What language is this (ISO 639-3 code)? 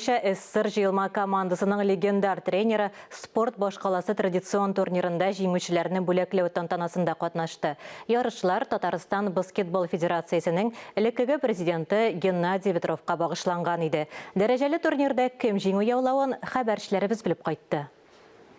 tat